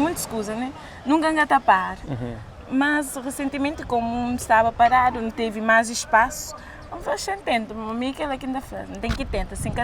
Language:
Kabuverdianu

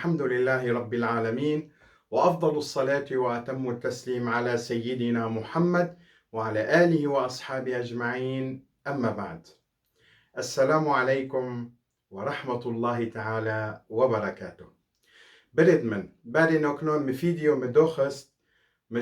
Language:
Kurdish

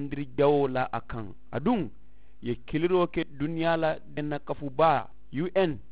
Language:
Mandingo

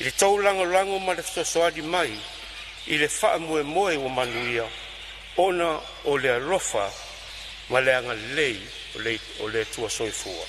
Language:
Samoan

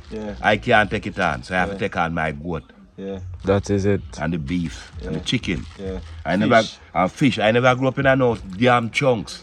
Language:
Jamaican Creole English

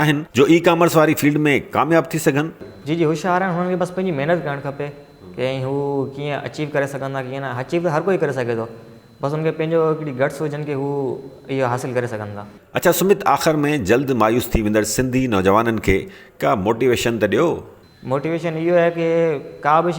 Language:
Sindhi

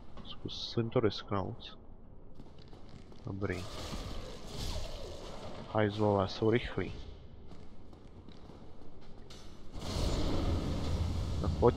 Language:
Czech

